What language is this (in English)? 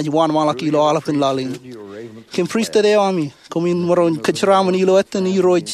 Marshallese